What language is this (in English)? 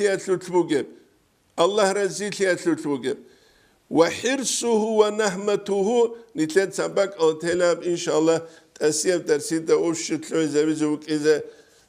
Avaric